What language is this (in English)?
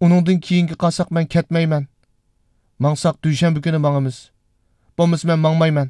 Uyghur